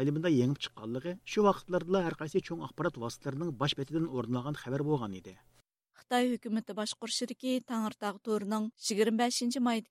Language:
Uyghur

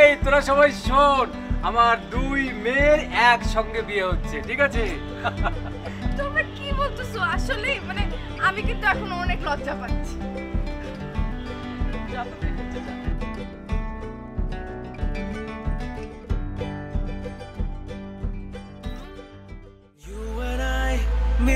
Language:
Bangla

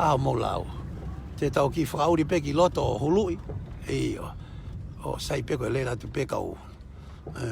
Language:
Tongan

